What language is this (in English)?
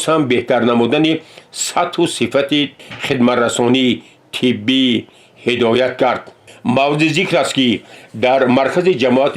Tajik